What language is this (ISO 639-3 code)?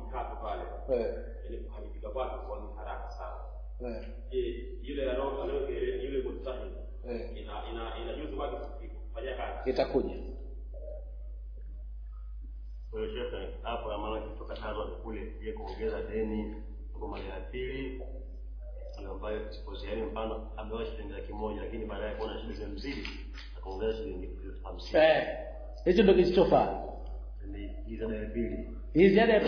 swa